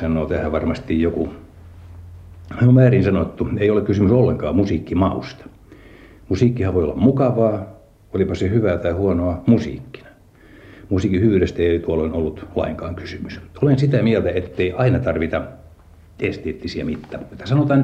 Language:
Finnish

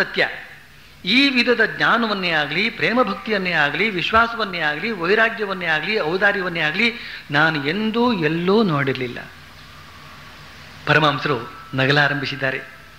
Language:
Kannada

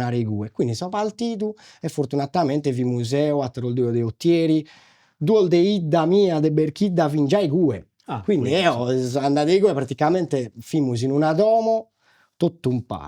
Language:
Sardinian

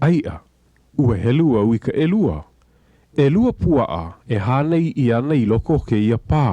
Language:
Hawaiian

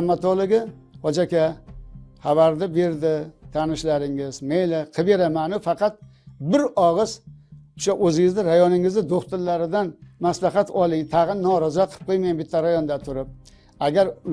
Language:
Uzbek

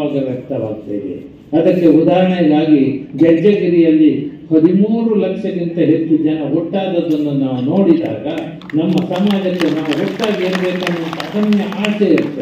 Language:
Kannada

